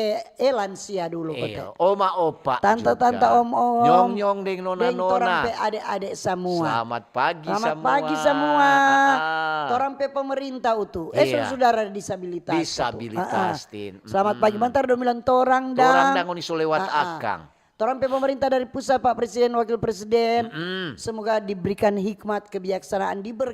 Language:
Manado Malay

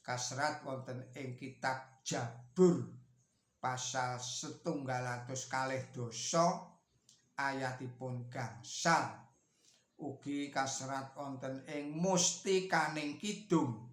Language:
Javanese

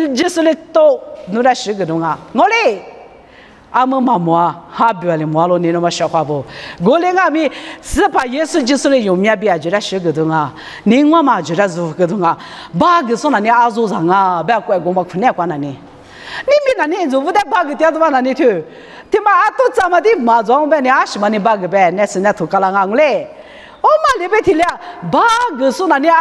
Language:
Lisu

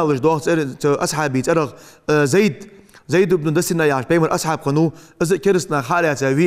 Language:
Ingush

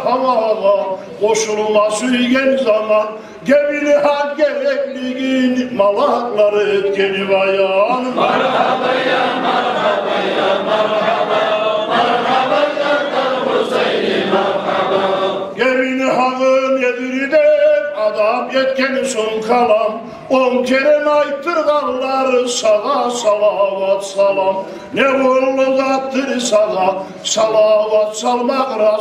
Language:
Kumyk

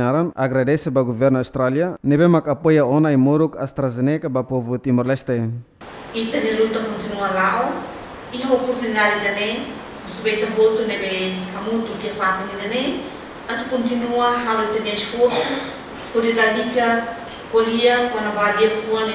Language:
Tetum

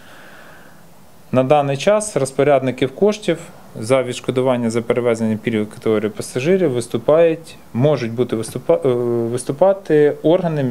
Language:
Ukrainian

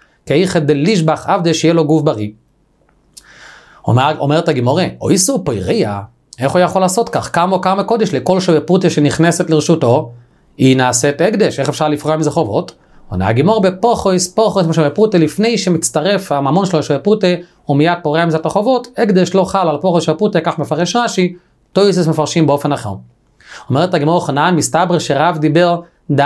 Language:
Hebrew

